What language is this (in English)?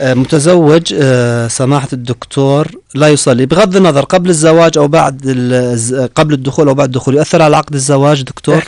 North Levantine Arabic